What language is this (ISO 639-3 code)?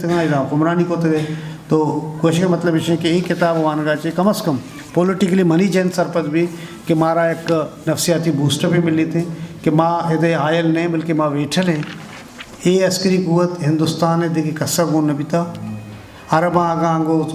bgp